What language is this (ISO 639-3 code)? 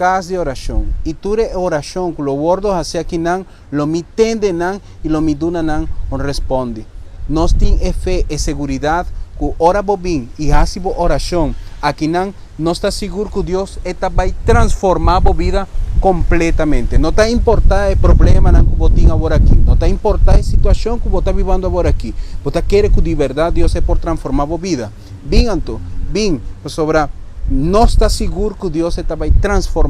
pap